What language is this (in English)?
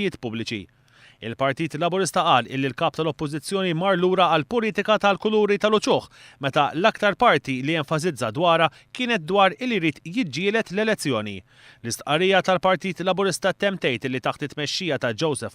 Maltese